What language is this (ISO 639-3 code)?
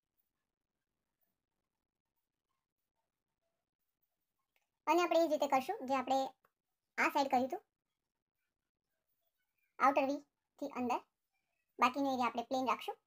guj